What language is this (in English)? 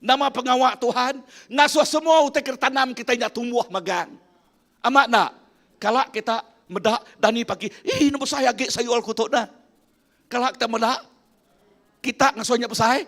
Iban